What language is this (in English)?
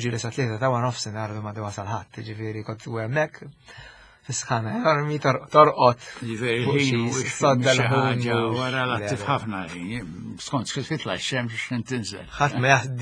Maltese